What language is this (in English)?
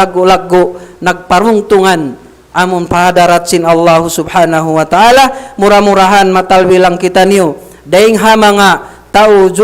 Tausug